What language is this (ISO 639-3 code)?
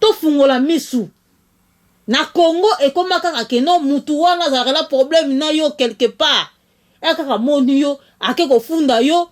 lin